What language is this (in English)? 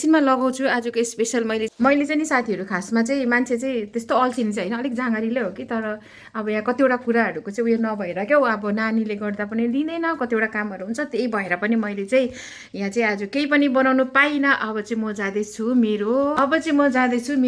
Nepali